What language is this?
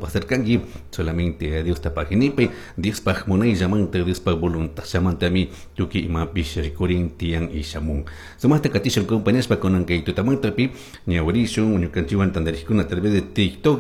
Chimborazo Highland Quichua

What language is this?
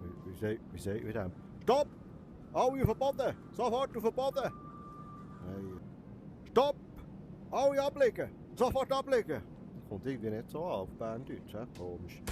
Swiss German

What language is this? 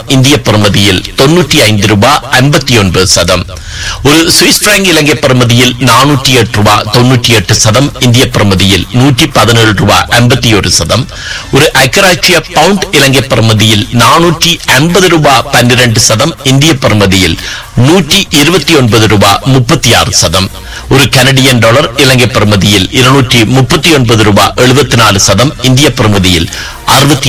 Tamil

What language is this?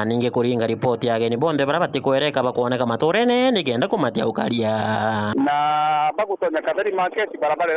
Meru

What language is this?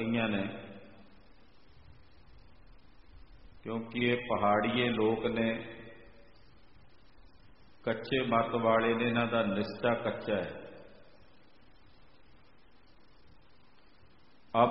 Punjabi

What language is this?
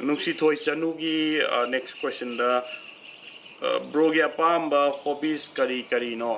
Manipuri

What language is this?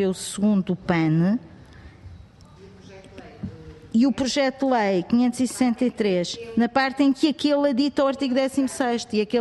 Portuguese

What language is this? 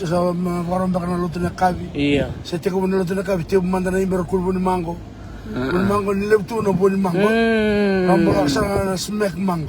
Fijian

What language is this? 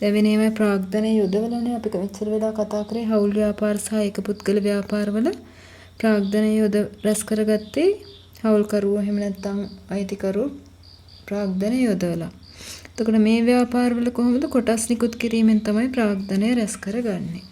Sinhala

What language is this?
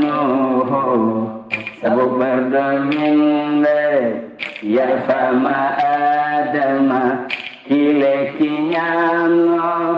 Fula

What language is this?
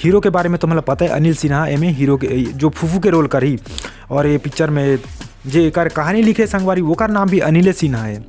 Chhattisgarhi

